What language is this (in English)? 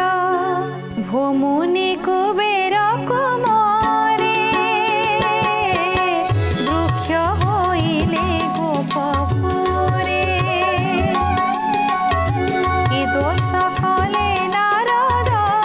Odia